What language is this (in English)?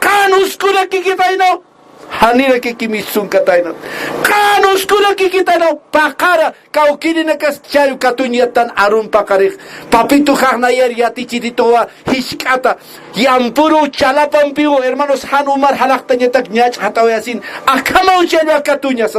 Aymara